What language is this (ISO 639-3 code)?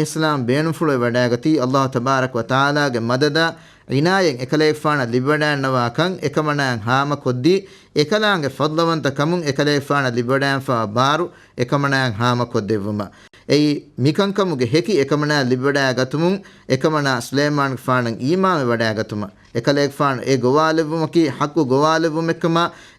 div